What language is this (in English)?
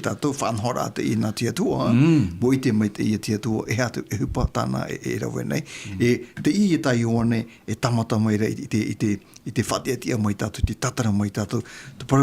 Tahitian